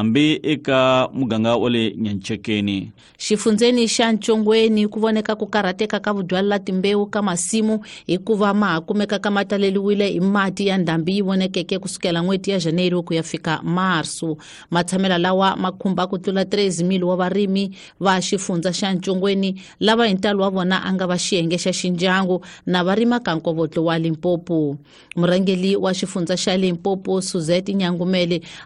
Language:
Tsonga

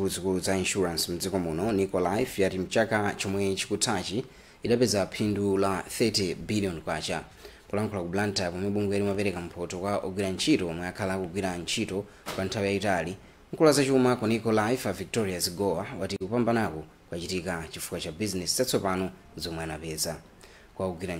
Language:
Nyanja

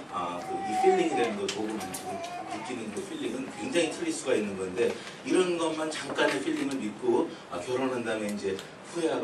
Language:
Korean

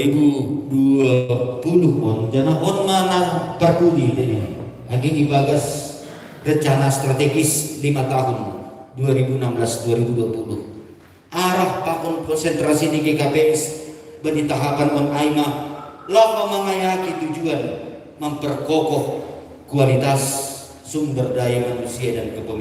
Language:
Batak Simalungun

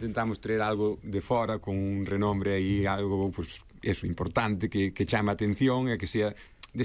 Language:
Galician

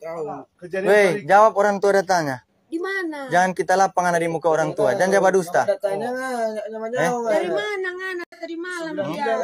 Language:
Manado Malay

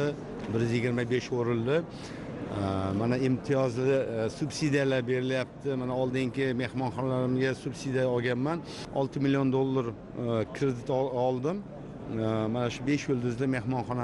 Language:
Uzbek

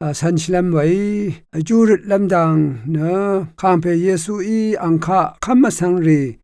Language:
Rawang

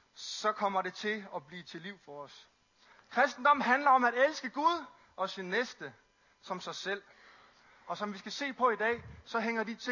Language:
Danish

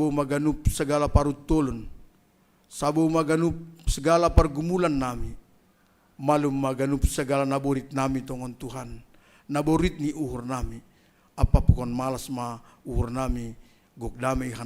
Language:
Batak Simalungun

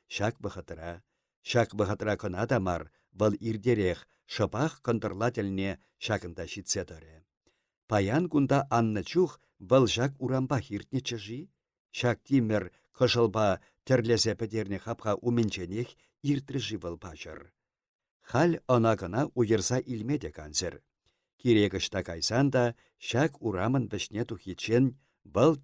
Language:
Chuvash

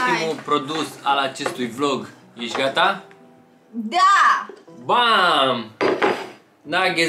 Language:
Romanian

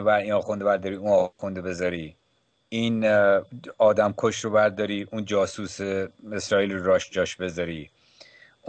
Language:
Persian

